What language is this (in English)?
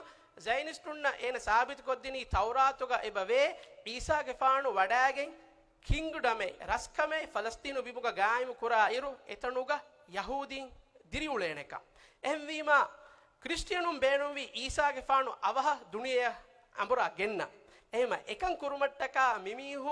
Divehi